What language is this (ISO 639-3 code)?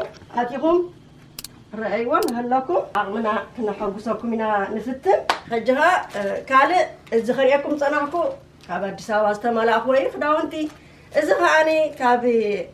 tir